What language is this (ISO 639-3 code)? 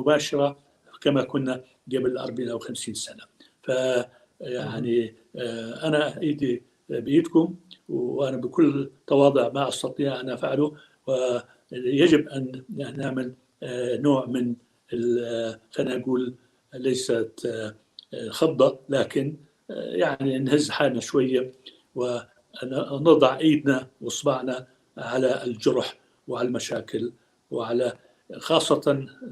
apc